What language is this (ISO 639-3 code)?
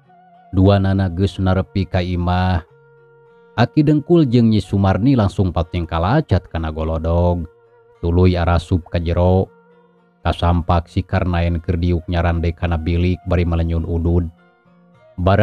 sun